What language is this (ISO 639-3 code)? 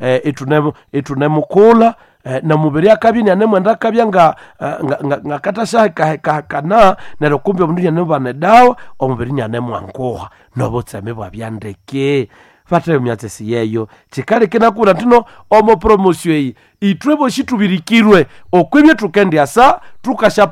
nnb